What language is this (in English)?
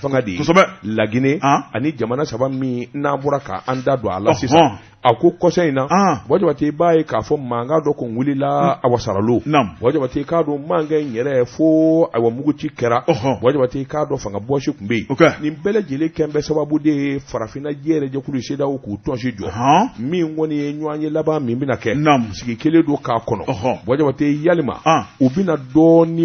Bambara